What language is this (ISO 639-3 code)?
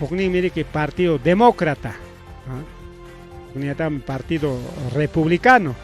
quy